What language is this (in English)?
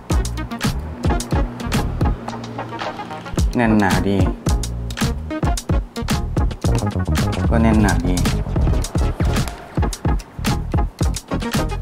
Thai